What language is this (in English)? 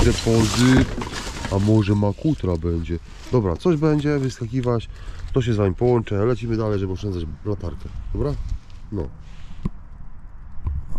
Polish